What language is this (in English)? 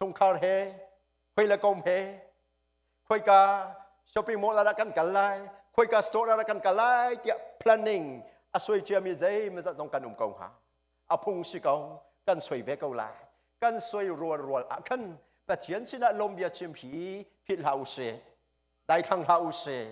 Hakha Chin